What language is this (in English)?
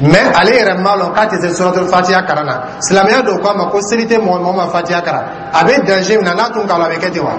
Dyula